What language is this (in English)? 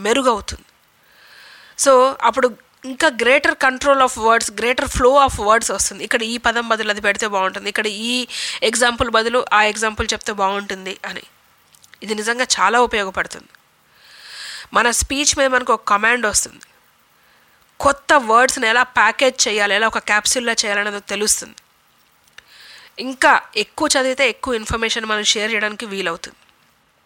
Telugu